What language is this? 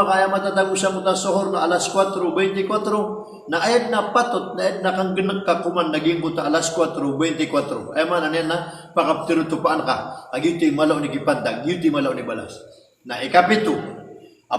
Maranao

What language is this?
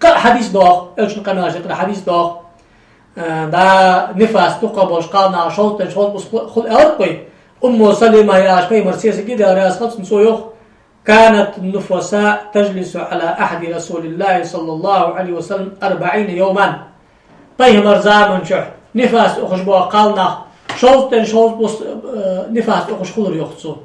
Ingush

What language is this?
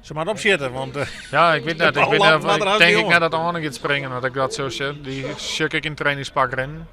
Western Frisian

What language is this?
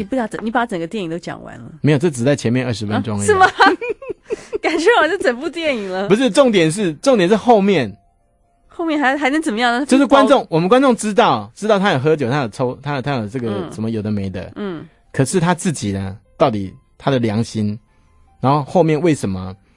Chinese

